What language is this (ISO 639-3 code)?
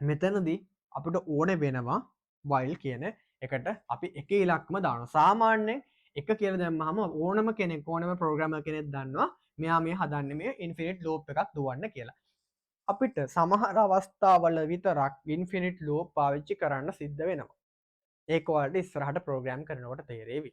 sin